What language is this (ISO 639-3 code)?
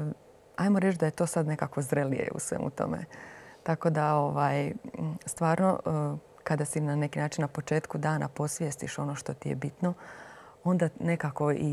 hrv